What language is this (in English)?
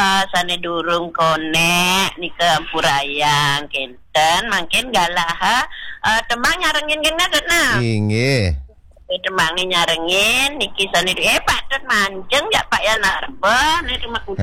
Balinese